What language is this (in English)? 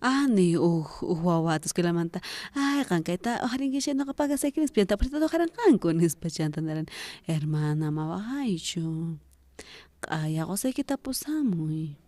South Bolivian Quechua